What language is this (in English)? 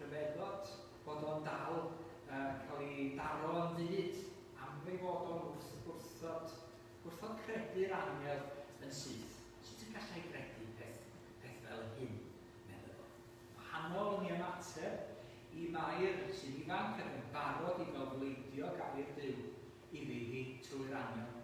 Welsh